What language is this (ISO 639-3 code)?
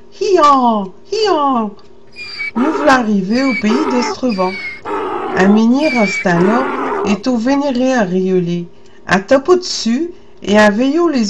pcd